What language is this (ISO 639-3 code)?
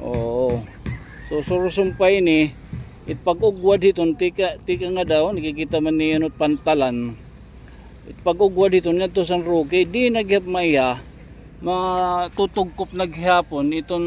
war